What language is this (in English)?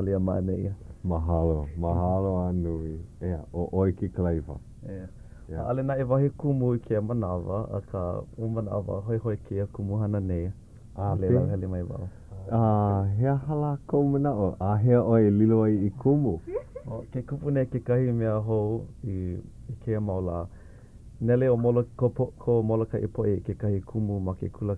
Hawaiian